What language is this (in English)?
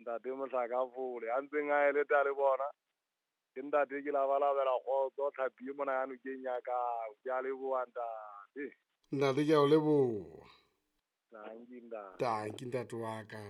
Southern Sotho